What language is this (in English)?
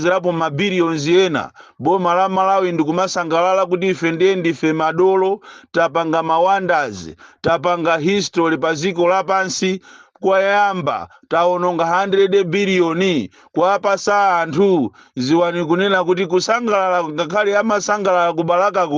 Nyanja